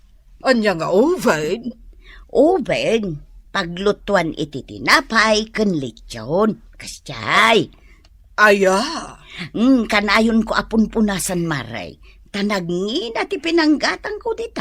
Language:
Iloko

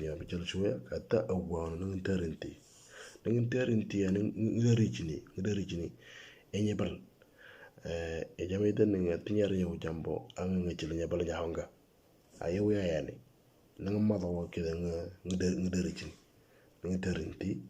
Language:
Moro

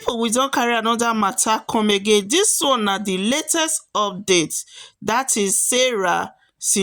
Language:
Nigerian Pidgin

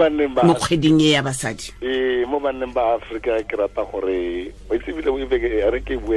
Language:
Tswana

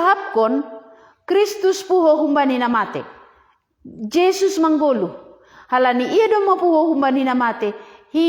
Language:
Batak Simalungun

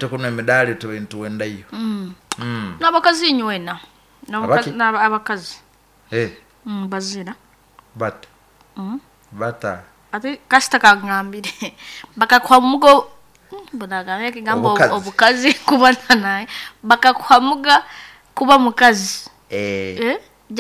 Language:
Nyoro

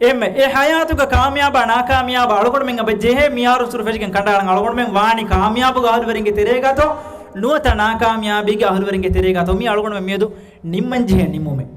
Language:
Divehi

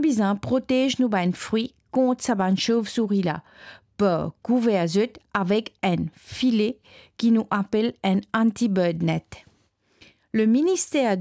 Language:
Morisyen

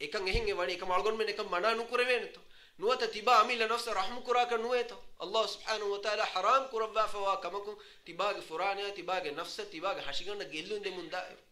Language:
Divehi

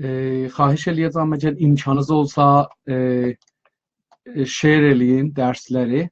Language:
South Azerbaijani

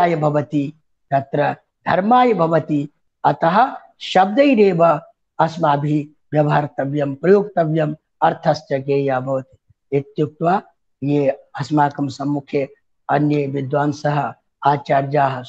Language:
Sanskrit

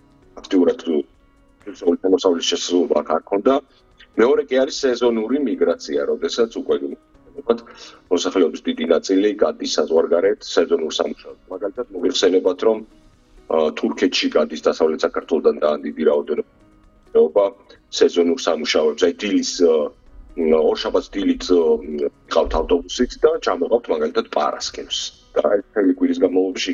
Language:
Georgian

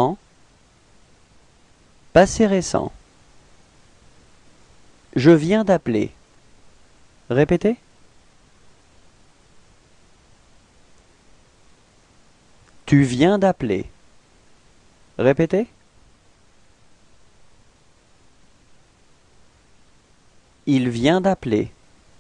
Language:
French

